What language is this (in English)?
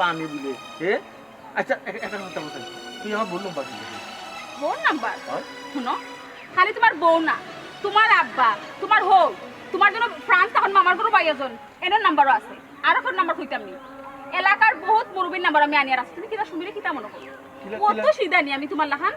Sylheti